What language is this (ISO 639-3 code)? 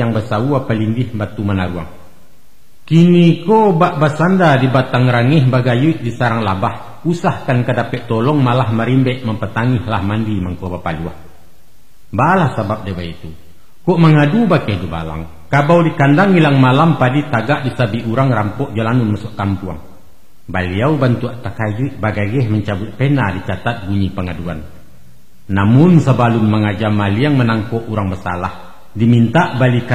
min